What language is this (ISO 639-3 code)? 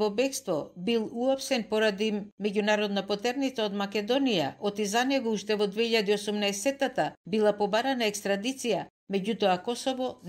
mkd